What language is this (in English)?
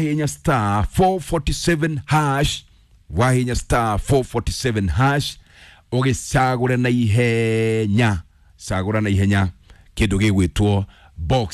Kikuyu